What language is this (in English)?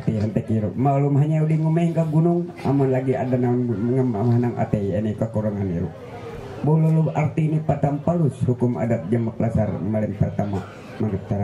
Ma'anyan